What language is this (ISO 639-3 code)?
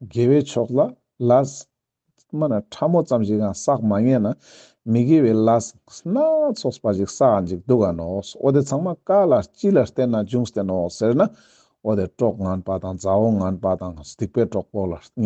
lbj